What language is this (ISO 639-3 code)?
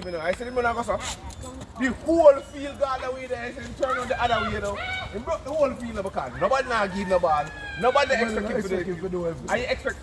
jam